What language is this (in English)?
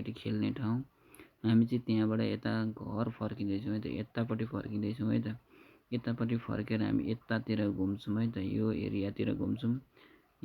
Nepali